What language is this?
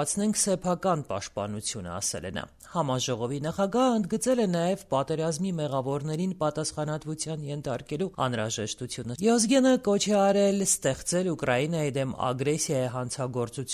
Armenian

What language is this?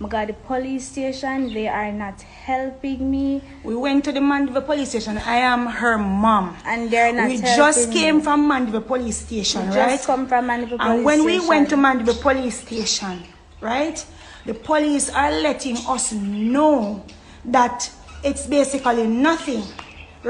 Jamaican Creole English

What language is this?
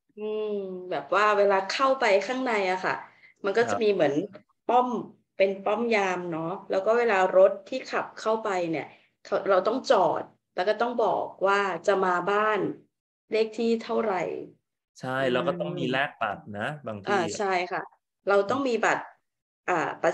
Thai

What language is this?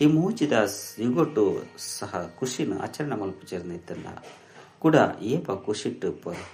Tulu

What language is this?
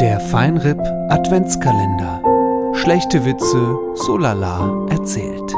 Swiss German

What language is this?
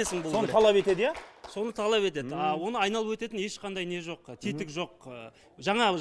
Kazakh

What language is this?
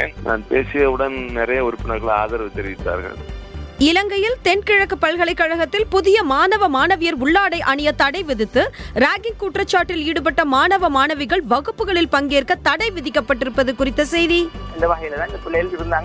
Tamil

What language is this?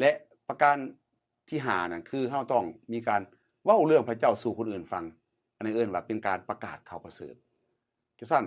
Lao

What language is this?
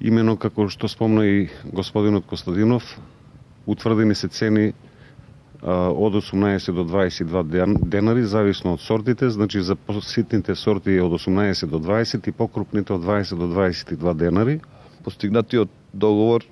Macedonian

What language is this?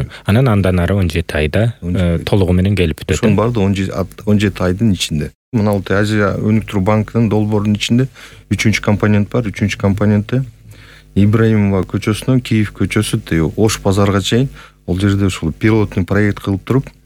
Kyrgyz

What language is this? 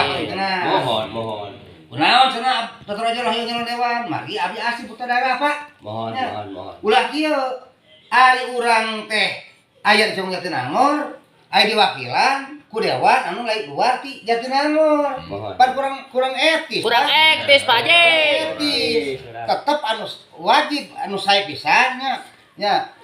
Sundanese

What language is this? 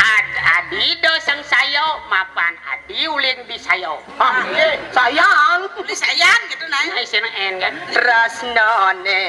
Balinese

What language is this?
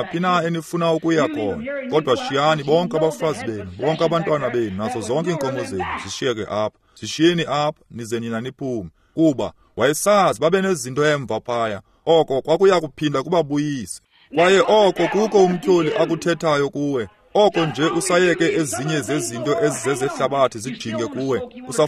Xhosa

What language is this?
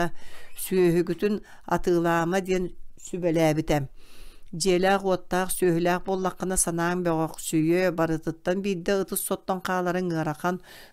Yakut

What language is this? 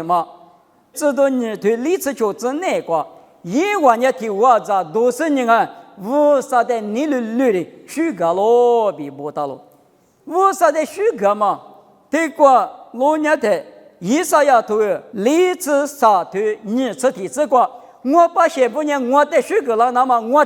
Lisu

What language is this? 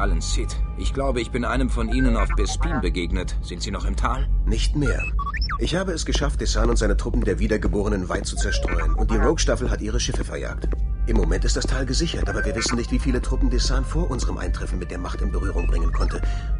Bavarian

